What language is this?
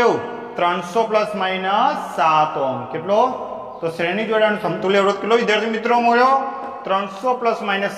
Gujarati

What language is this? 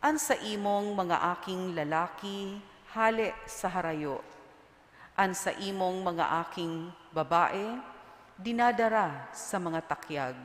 Bikol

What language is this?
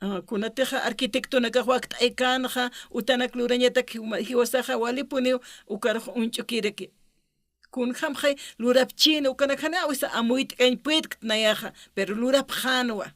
Aymara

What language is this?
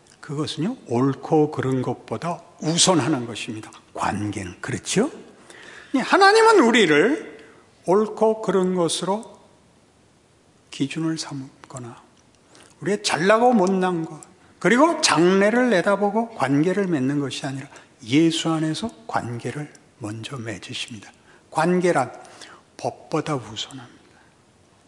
Korean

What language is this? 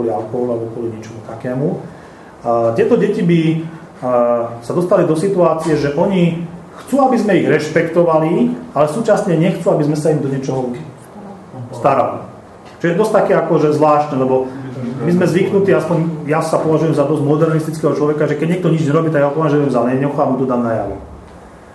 Slovak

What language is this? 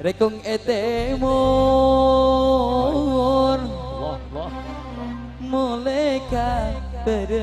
Madurese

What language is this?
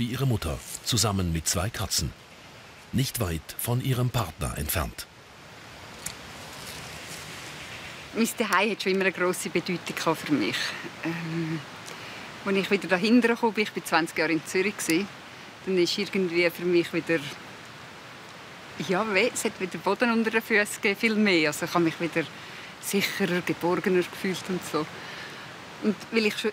German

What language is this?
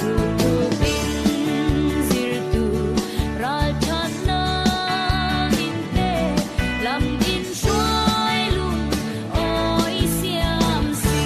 Falam Chin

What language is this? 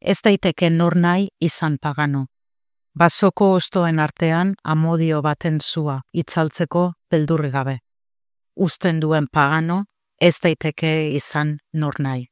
Basque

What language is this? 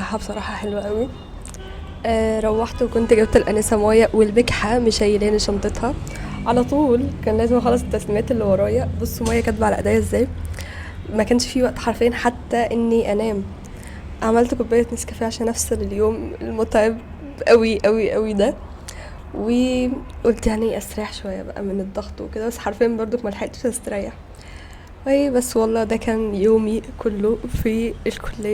Egyptian Arabic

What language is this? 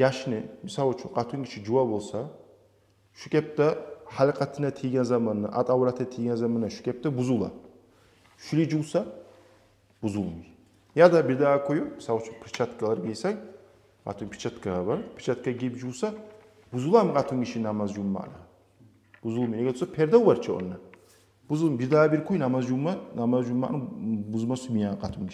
Kumyk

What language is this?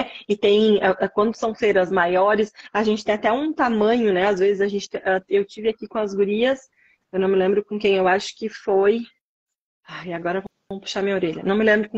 Portuguese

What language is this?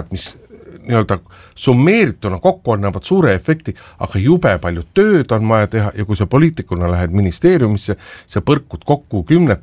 Estonian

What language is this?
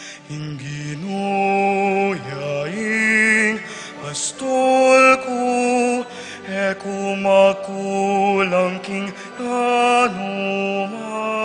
Pampanga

